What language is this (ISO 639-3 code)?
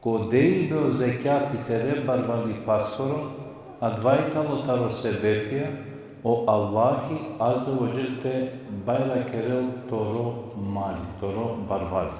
rmn